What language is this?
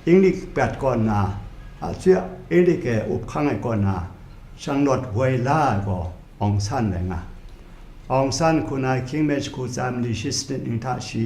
Kachin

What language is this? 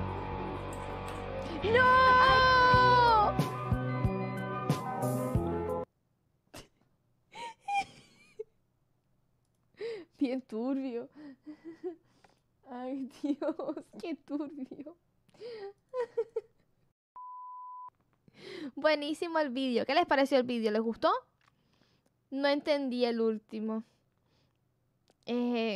Spanish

